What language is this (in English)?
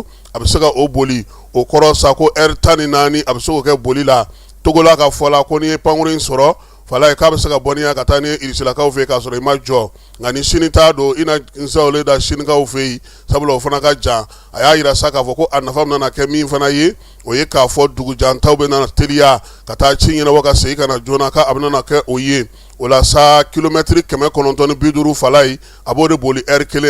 Bambara